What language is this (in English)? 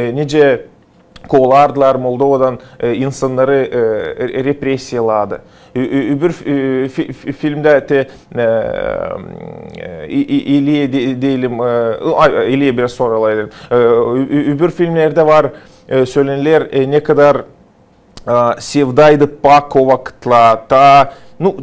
Gagauz